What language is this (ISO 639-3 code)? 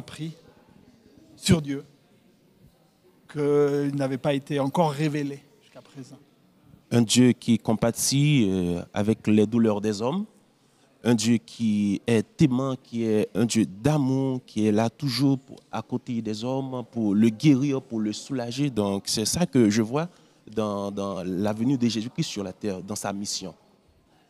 fra